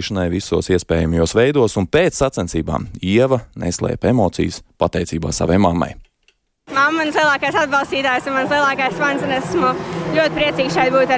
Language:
Latvian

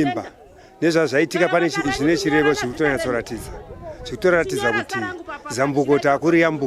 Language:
Shona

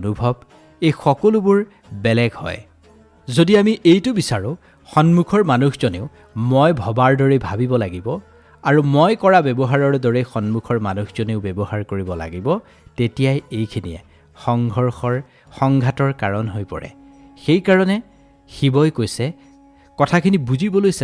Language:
Assamese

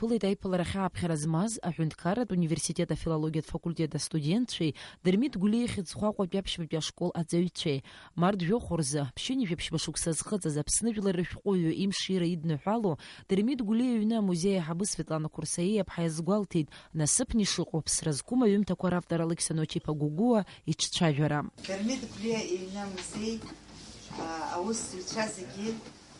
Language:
Abkhazian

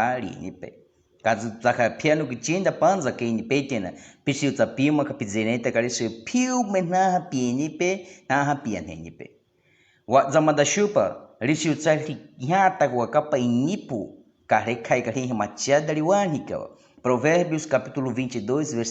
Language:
Baniwa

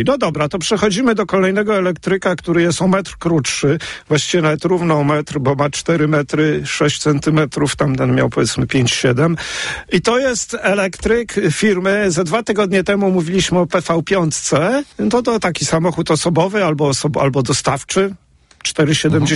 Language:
Polish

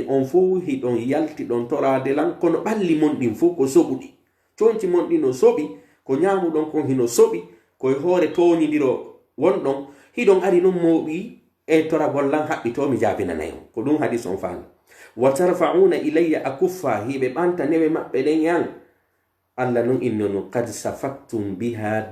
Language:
Pular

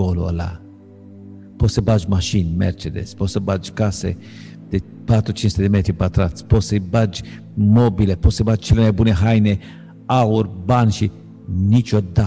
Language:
Romanian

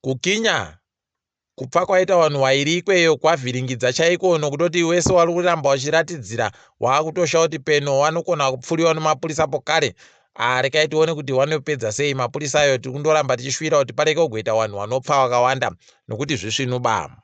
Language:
Ndau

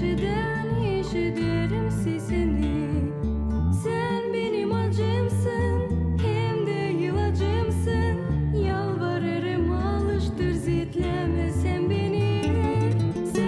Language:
Gagauz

